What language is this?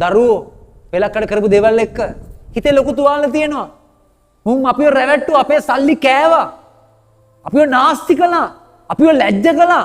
Sinhala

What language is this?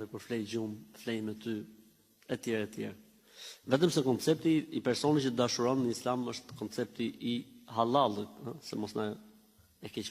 Albanian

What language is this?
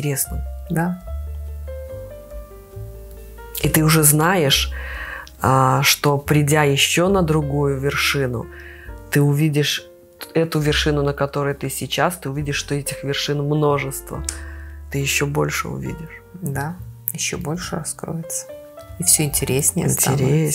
Russian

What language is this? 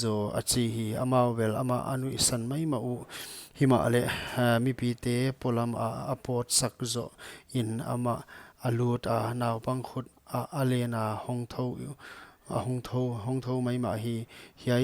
Paite Chin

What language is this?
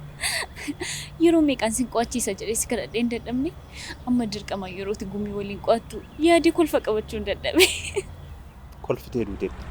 Oromo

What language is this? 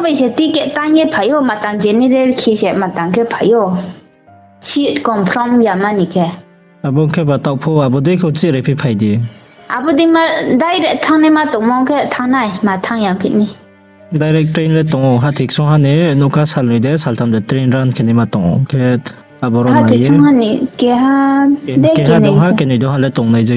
Riang (India)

